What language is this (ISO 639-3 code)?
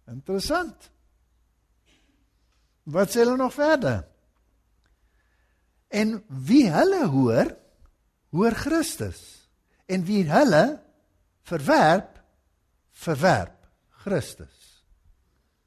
afr